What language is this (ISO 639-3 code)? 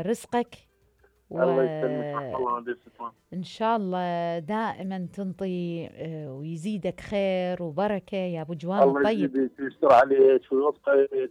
acm